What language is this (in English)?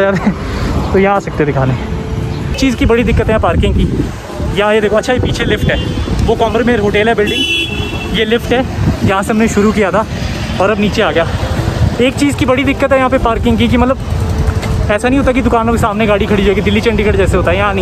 Hindi